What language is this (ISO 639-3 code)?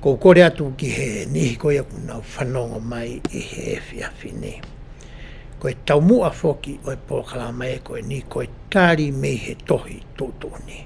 ton